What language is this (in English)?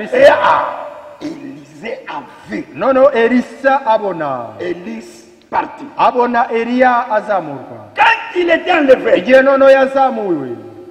Kinyarwanda